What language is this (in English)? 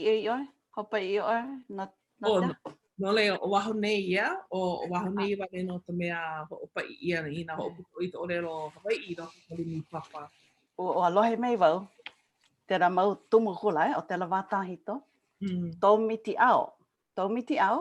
Hawaiian